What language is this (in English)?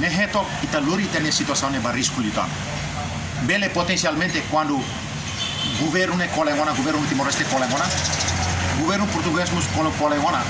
Tetum